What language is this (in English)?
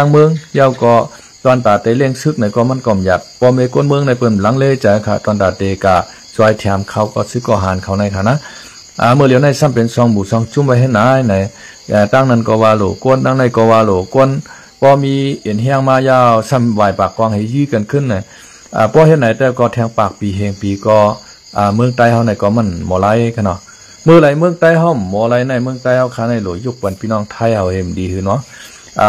Shan